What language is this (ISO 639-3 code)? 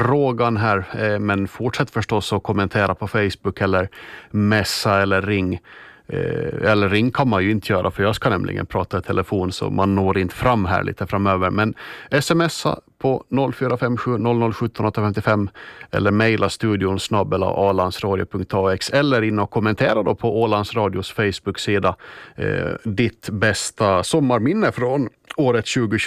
swe